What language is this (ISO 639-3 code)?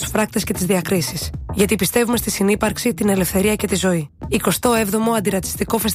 ell